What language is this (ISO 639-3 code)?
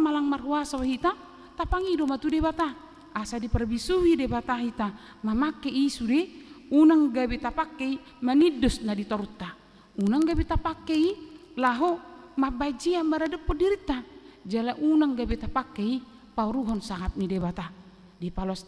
bbc